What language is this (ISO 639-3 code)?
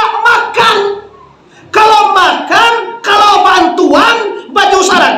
min